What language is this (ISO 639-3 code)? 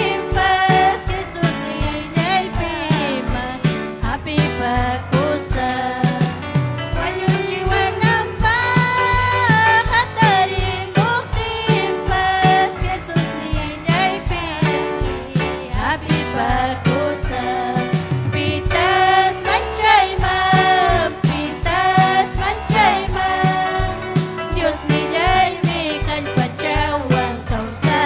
quy